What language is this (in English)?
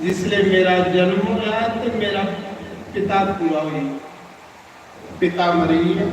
Dogri